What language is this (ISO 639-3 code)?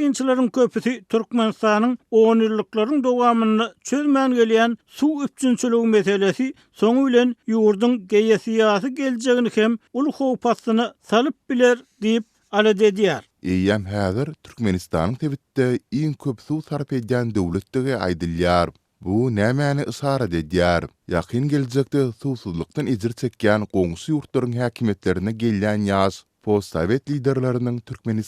tuk